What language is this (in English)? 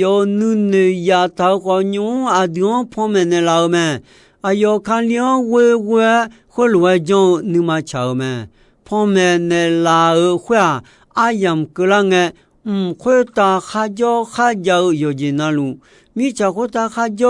Akha